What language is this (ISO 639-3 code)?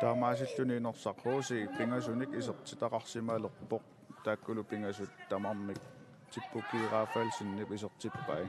kal